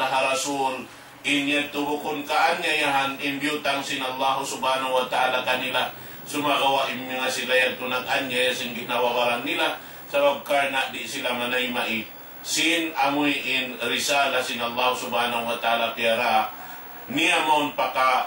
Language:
Tausug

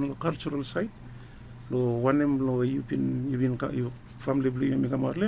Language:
Bislama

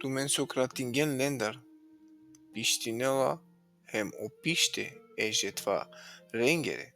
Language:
Balkan Romani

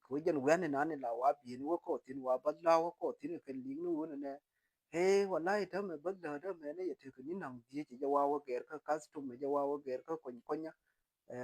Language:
Nuer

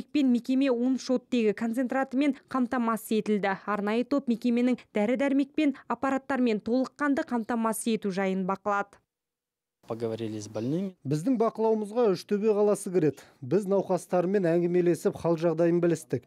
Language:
Kazakh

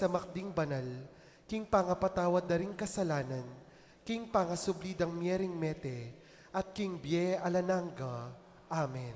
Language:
Pampanga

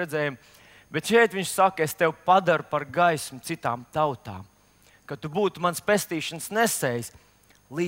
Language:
Latvian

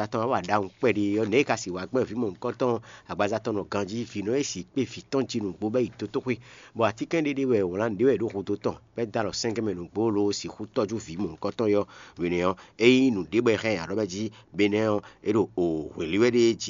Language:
Fon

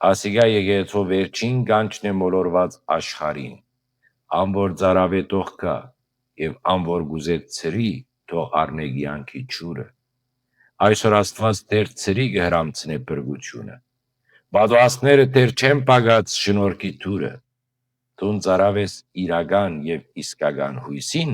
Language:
Western Armenian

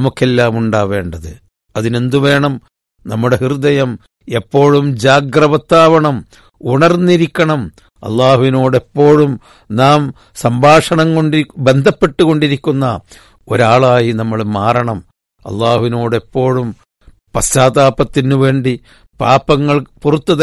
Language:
Malayalam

